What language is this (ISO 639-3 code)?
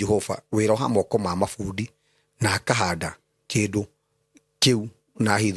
kik